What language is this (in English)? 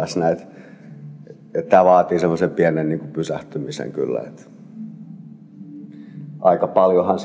Finnish